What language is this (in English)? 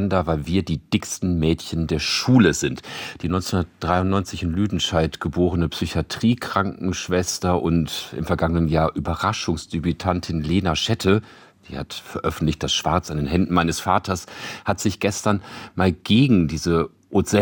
German